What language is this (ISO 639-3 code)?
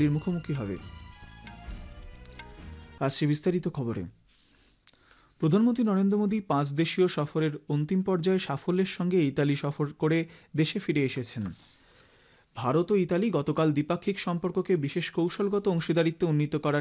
ben